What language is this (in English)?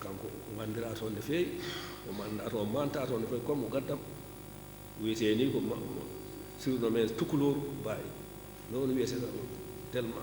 Fula